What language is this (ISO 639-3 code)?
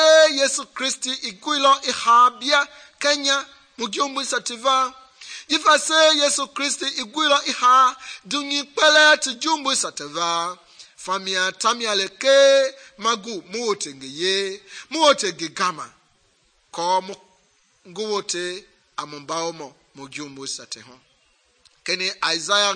men